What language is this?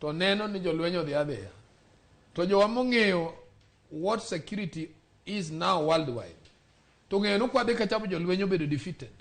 Luo (Kenya and Tanzania)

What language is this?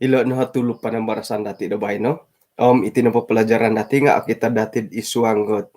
Central Dusun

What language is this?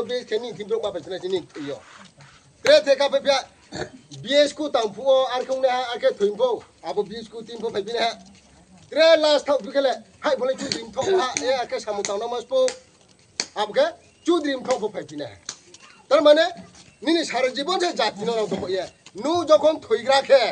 Riang (India)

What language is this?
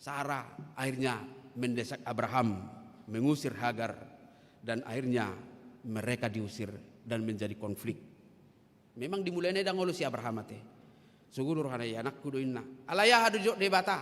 Batak Toba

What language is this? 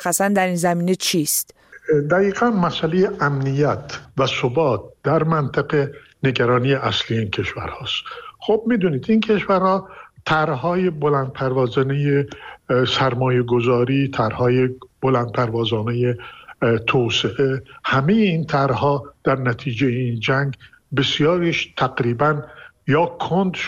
Persian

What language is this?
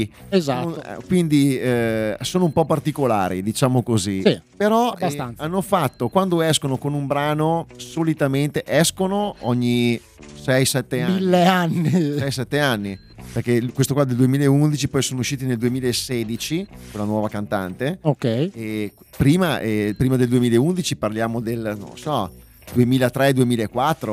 Italian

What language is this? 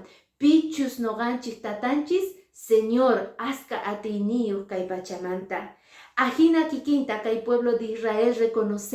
Quechua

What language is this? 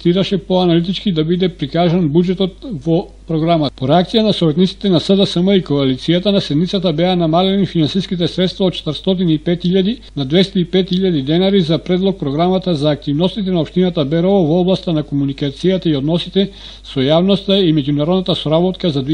Macedonian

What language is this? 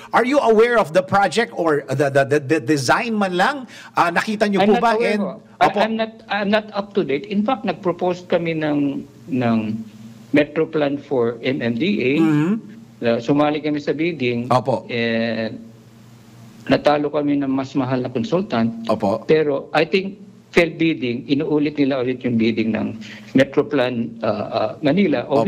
Filipino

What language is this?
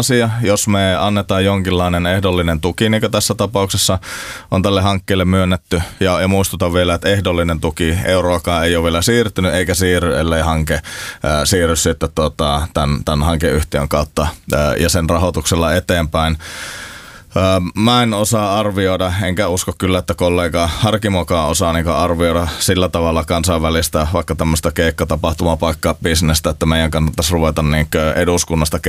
Finnish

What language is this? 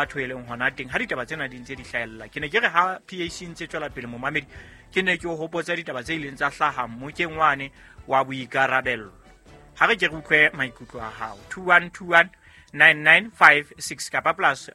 Southern Sotho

